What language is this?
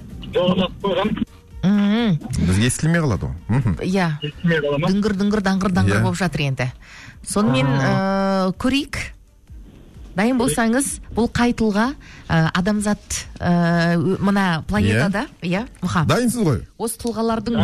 Kazakh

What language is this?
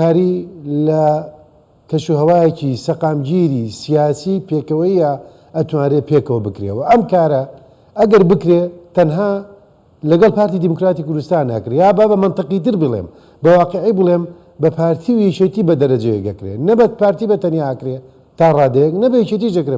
Central Kurdish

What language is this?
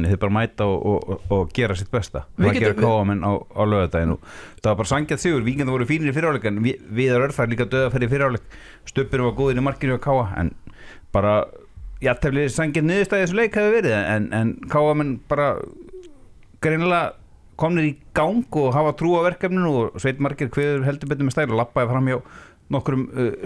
Icelandic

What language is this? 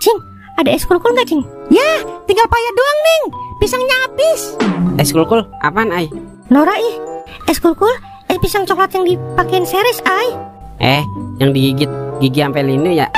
Betawi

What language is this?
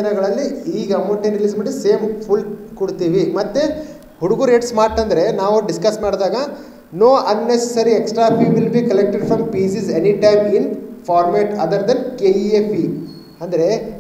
Kannada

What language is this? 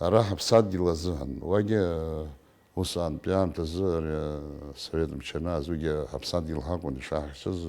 Abkhazian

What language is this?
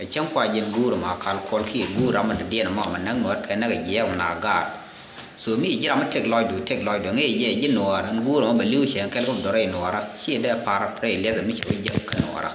Nuer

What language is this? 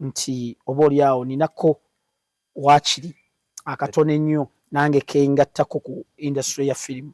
Ganda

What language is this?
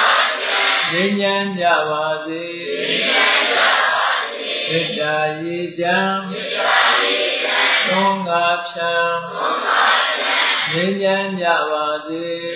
Burmese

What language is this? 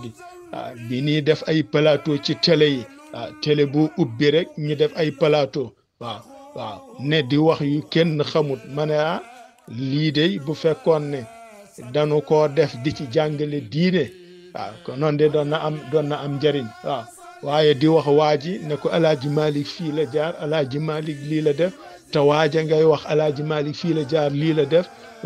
Wolof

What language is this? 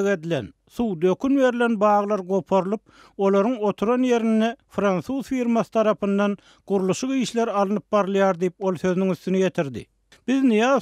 Turkmen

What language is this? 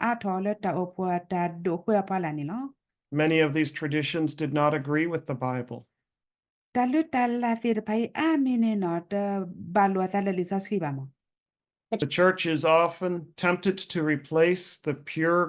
S'gaw Karen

